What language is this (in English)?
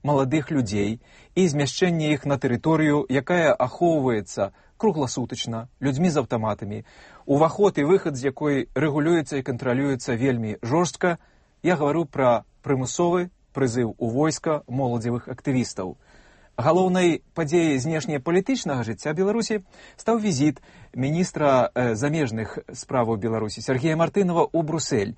Belarusian